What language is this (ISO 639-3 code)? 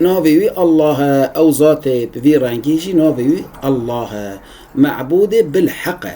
kur